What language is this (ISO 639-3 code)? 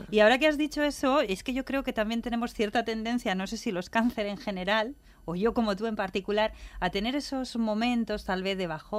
spa